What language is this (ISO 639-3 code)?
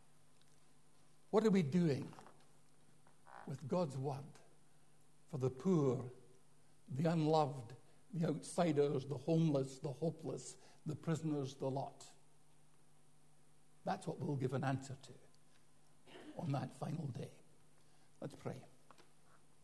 eng